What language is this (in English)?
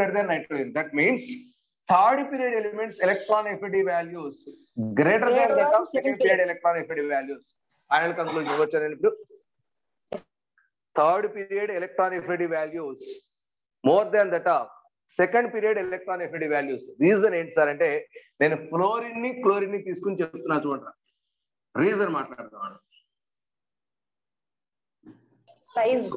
Telugu